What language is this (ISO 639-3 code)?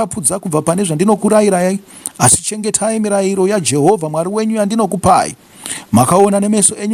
sna